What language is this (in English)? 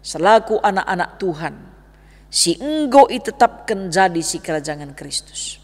Batak Karo